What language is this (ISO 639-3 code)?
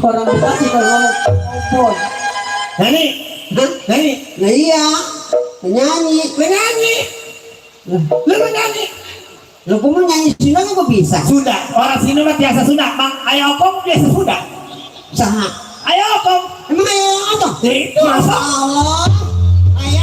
bew